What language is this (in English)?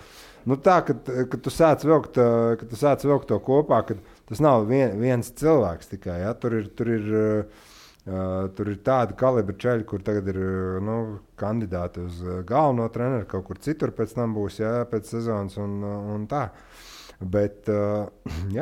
Latvian